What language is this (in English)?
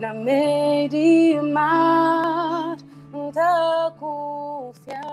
Kabuverdianu